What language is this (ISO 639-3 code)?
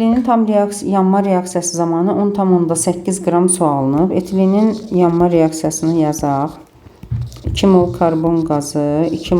aze